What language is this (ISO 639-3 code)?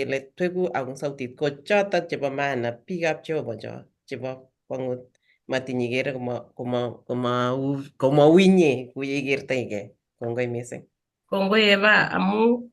kln